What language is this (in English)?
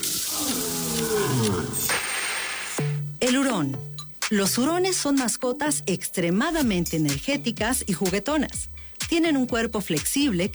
Spanish